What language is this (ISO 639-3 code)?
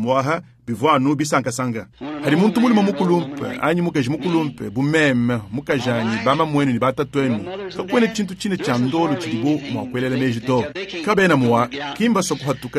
lua